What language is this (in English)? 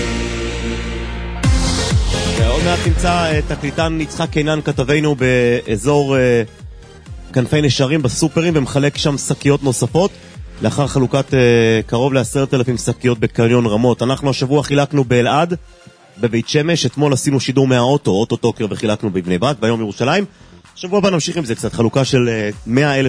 Hebrew